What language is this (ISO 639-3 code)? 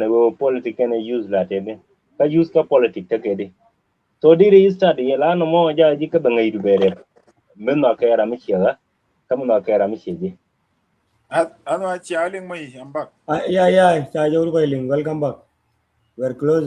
nus